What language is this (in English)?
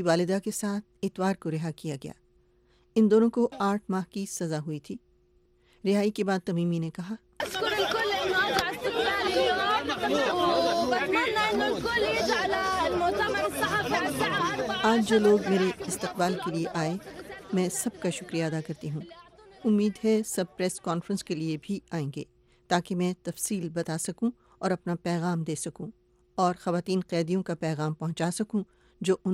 Urdu